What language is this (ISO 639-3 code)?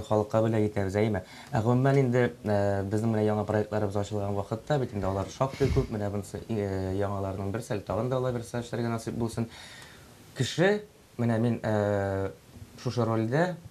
tat